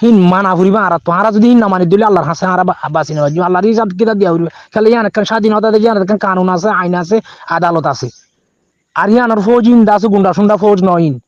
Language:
Rohingya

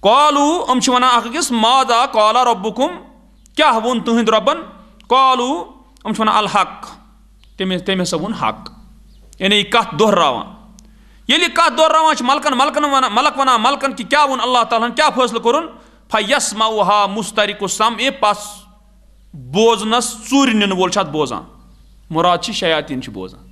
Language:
Kashmiri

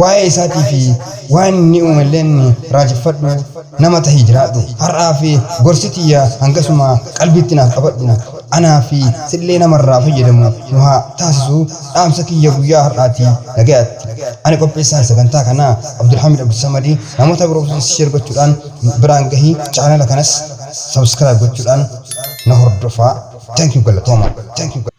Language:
Oromo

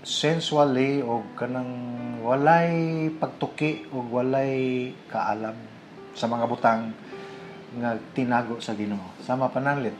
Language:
Cebuano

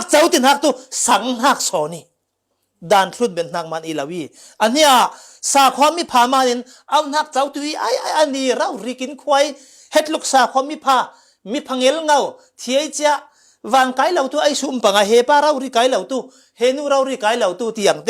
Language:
Falam Chin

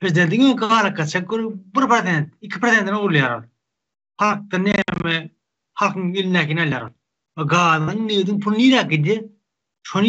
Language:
Turkmen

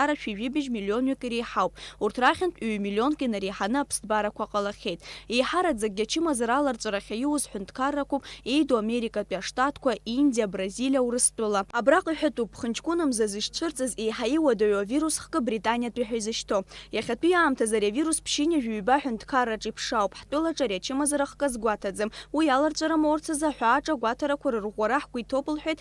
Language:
Abkhazian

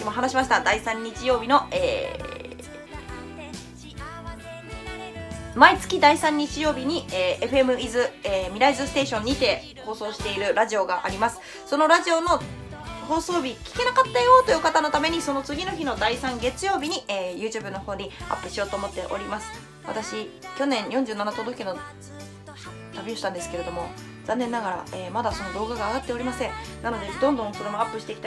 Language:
Japanese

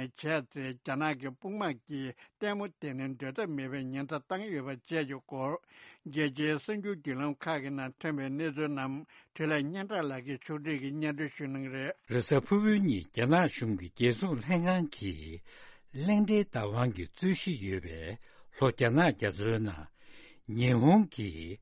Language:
Tibetan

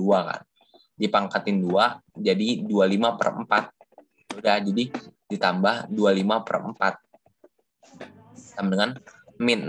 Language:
Indonesian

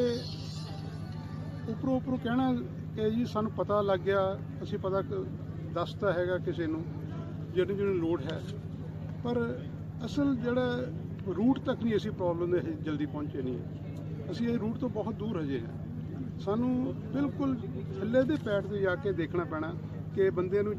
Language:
Punjabi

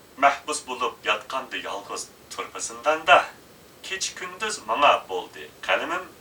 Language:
Uyghur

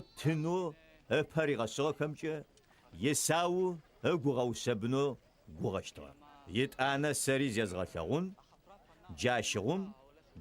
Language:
Adyghe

